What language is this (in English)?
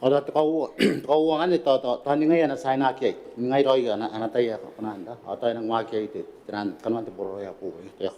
Gilbertese